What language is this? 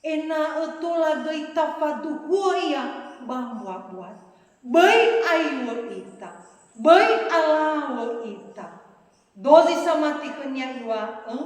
Nias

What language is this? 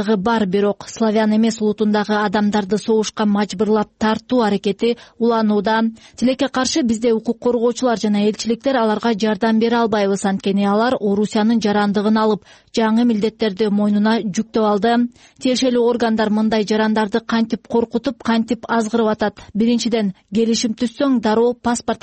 Kyrgyz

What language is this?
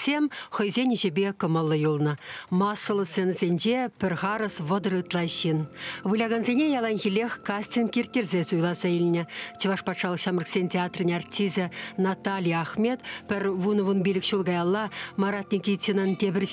Chuvash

